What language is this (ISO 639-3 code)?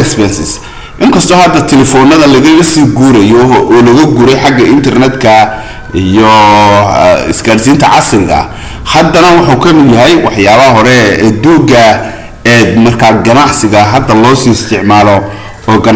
som